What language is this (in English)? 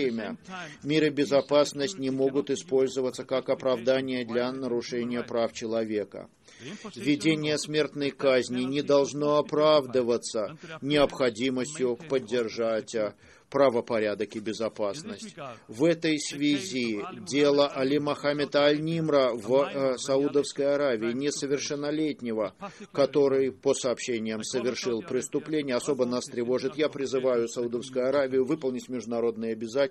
Russian